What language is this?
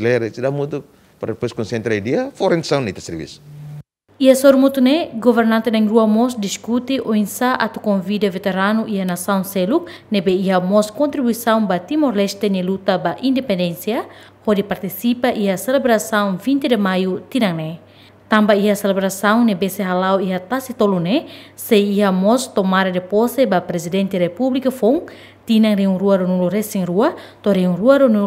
Tetum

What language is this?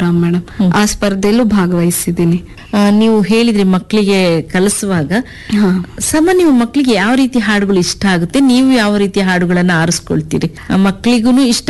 Kannada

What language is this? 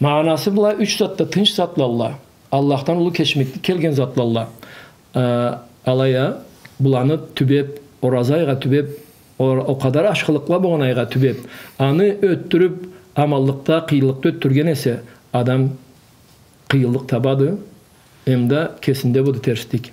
Karachay-Balkar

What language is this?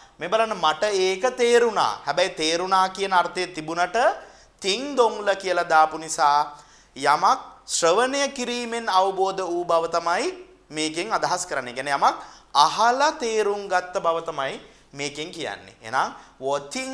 Sinhala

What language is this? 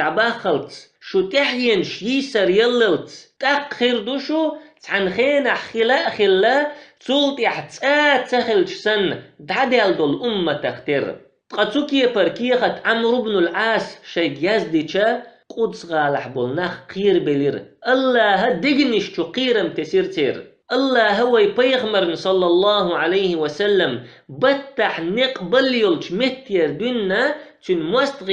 Chechen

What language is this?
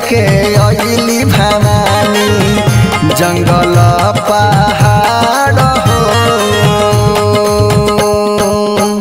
Bhojpuri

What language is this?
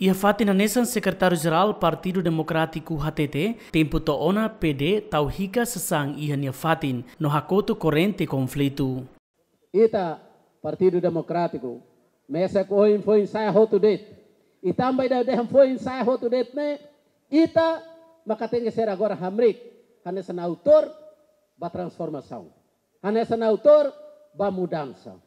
Tetum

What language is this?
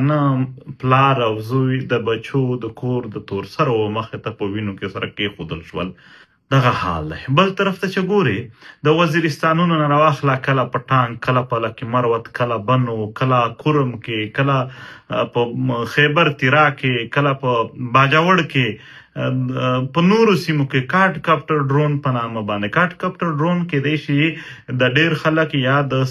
Pashto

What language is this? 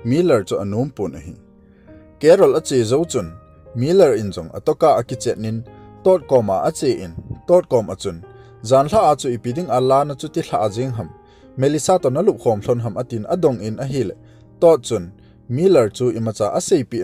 Thado Chin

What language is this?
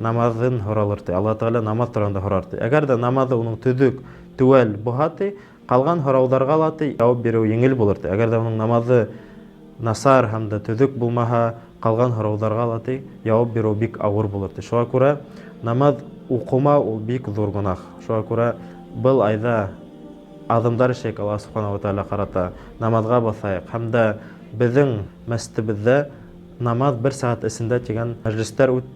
Bashkir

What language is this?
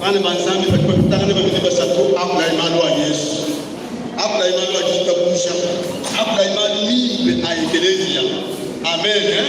Luba-Lulua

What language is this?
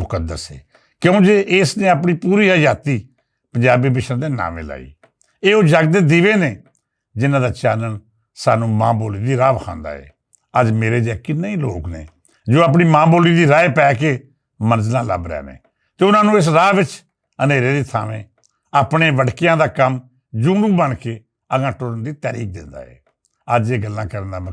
Western Panjabi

